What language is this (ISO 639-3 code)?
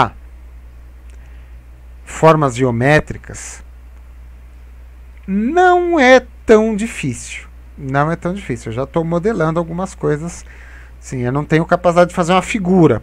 por